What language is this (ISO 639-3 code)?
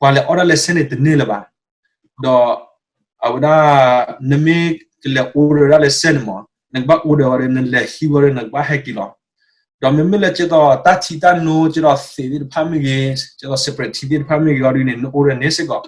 ksw